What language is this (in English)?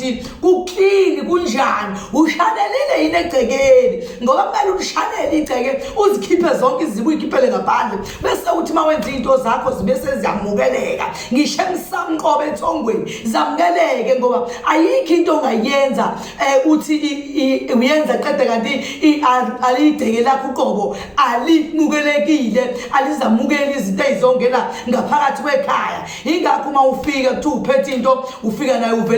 Zulu